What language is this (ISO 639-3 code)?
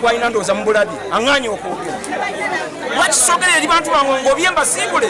lug